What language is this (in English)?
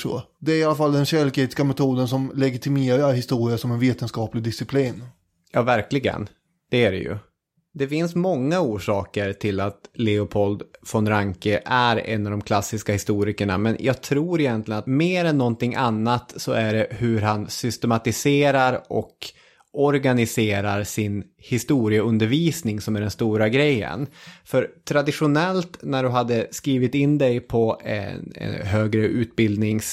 Swedish